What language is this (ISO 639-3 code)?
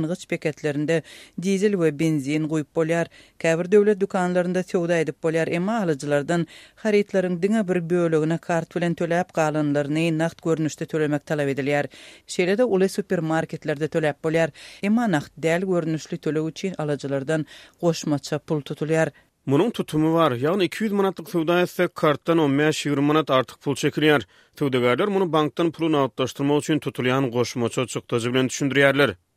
tuk